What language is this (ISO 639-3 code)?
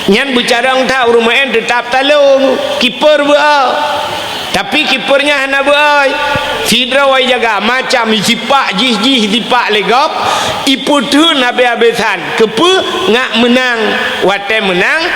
ace